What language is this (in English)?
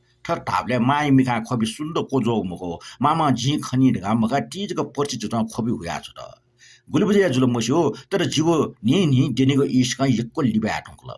Newari